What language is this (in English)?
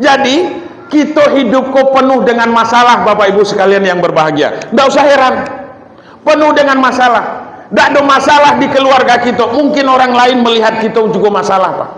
Minangkabau